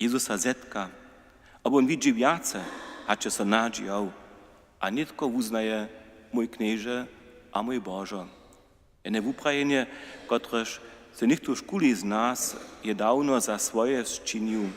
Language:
Upper Sorbian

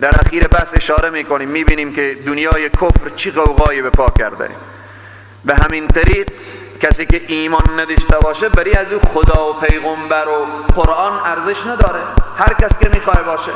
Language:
Persian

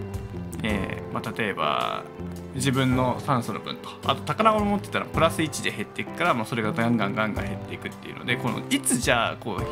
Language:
Japanese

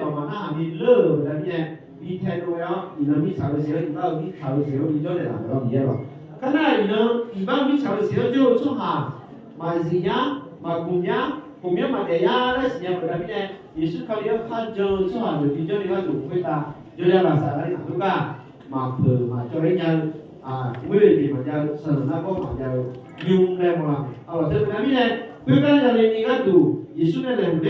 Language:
Akha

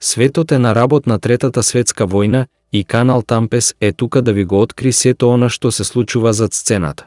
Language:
Macedonian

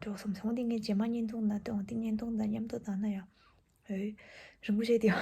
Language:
Tibetan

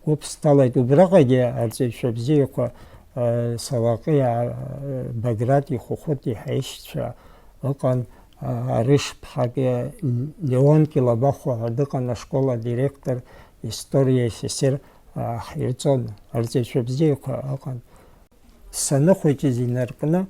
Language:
Abkhazian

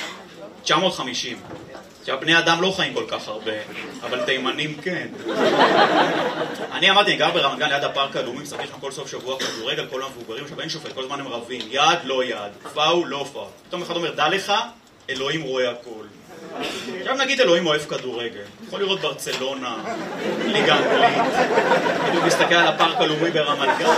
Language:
Hebrew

